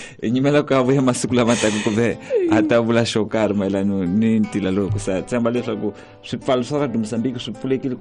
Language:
Tsonga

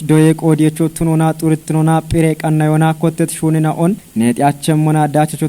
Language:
Kafa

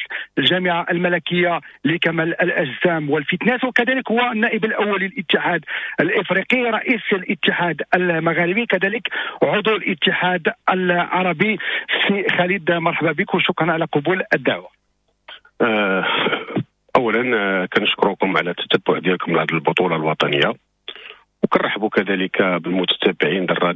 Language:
Moroccan Arabic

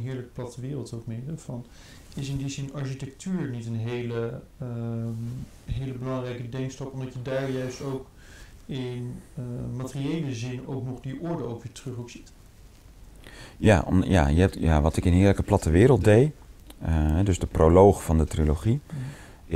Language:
Dutch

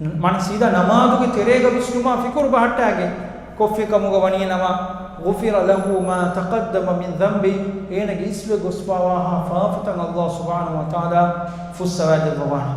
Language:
Divehi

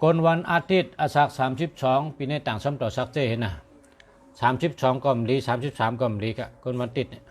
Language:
Shan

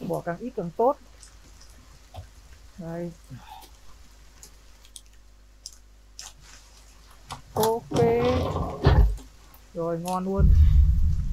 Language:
Vietnamese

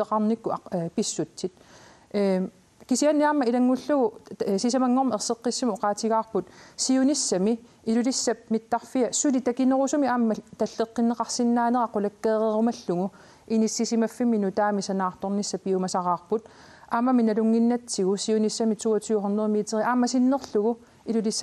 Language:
Kalaallisut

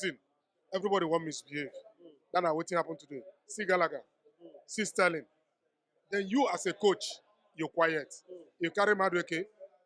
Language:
Nigerian Pidgin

